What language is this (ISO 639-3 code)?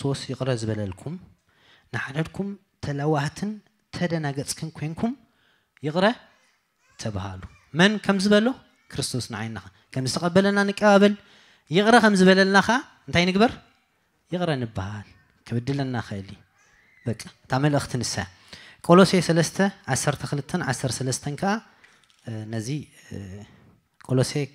tir